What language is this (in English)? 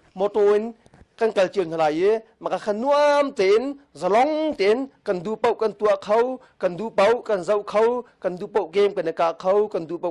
Hakha Chin